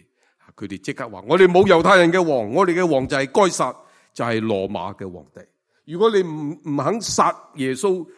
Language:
Cantonese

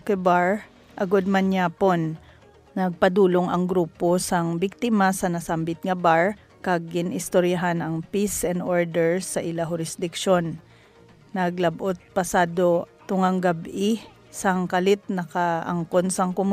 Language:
Hiligaynon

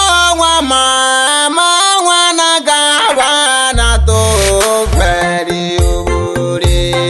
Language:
Swahili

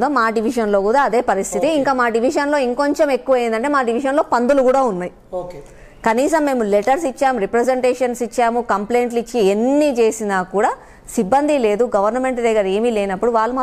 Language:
Telugu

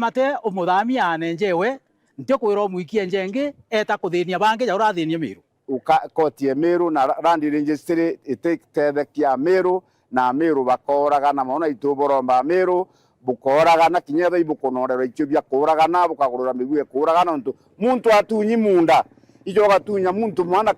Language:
Meru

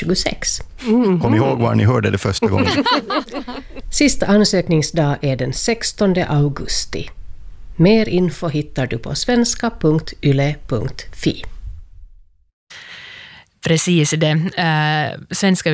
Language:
Swedish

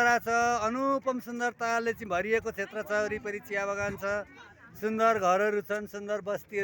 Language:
Nepali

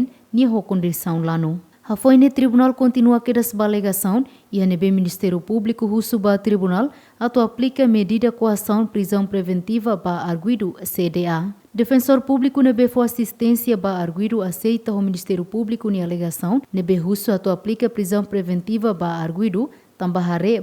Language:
Tetum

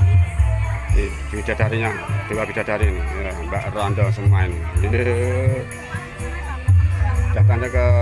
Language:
Indonesian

